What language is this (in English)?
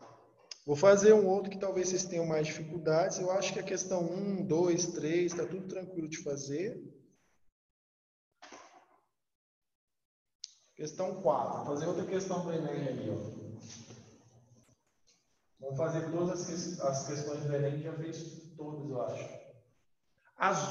Portuguese